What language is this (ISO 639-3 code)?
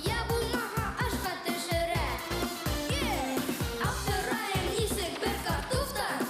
bak